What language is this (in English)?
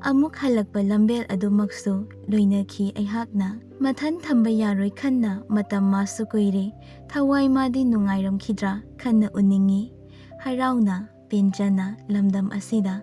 Manipuri